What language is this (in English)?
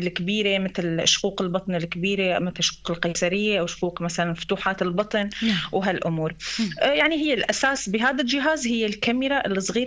North Levantine Arabic